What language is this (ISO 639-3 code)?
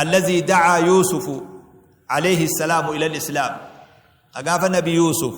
orm